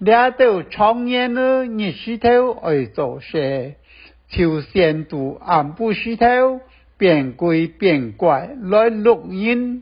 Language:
Hakka Chinese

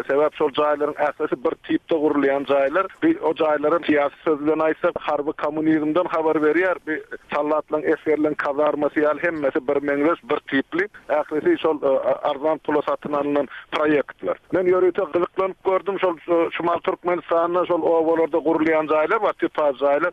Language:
Turkmen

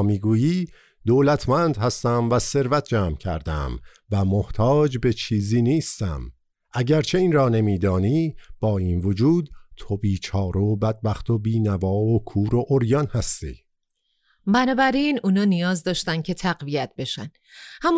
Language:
Persian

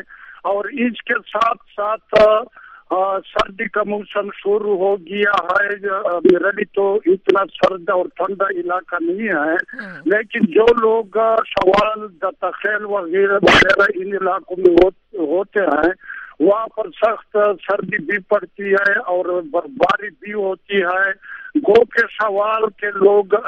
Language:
Urdu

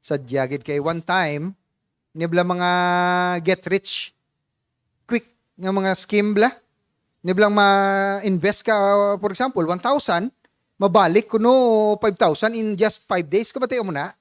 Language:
Hiligaynon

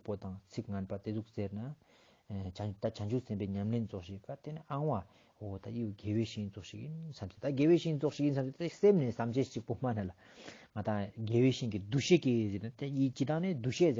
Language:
Ladakhi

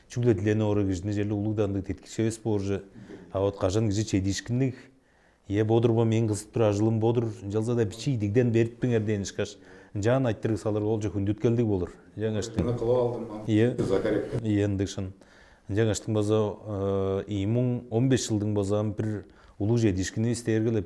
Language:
Tuvinian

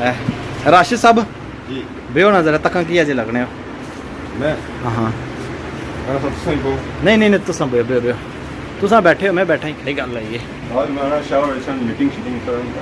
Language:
Pahari-Potwari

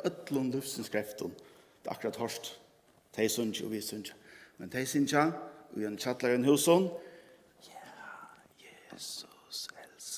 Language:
Faroese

